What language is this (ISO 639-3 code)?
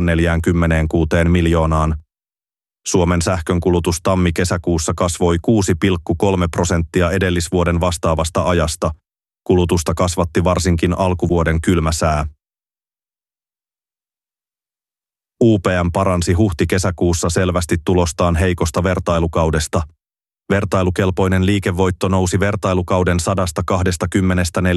fin